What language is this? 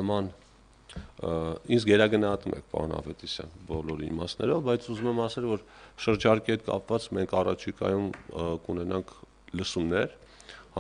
Armenian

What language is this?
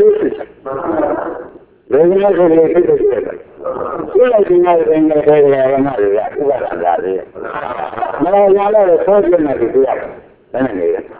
Burmese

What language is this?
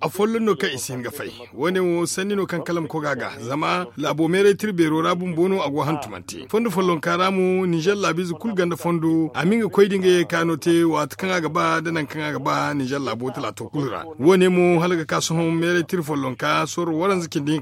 Zarma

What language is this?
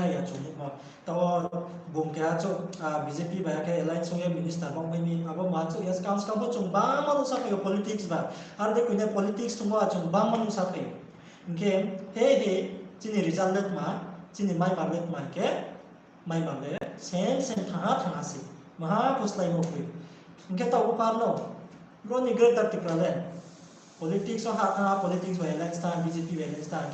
Riang (India)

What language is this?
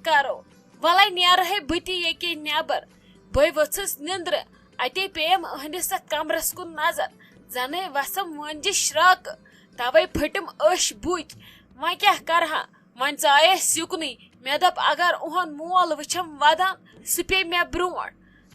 Kashmiri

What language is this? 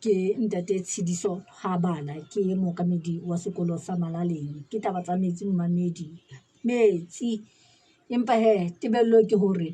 Southern Sotho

